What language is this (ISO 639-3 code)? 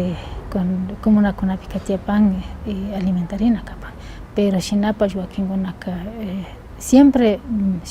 qvi